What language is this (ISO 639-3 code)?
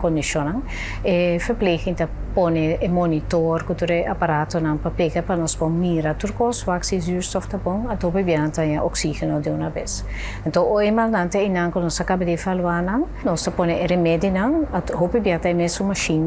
pap